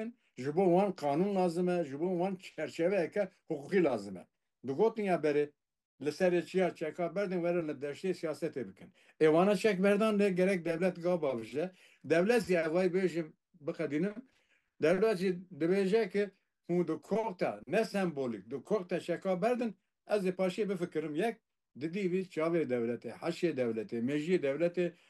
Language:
Kurdish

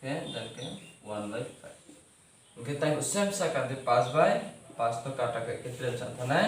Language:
Riang (India)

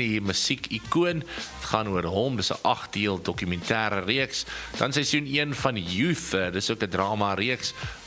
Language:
Afrikaans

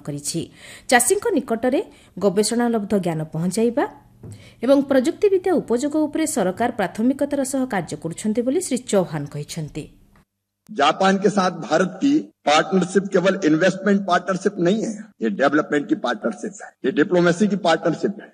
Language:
Odia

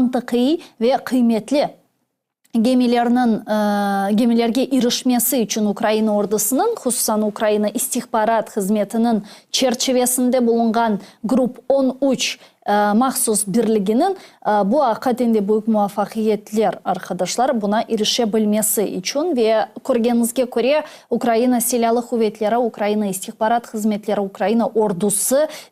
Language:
Crimean Tatar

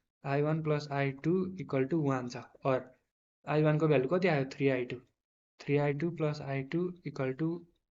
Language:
Nepali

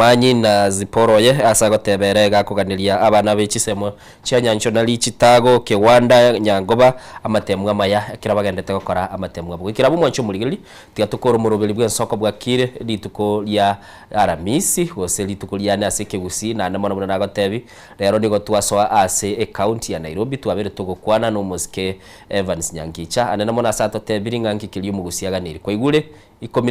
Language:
Gusii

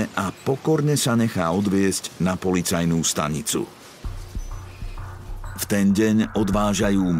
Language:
Slovak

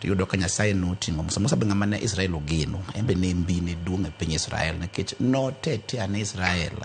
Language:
Luo (Kenya and Tanzania)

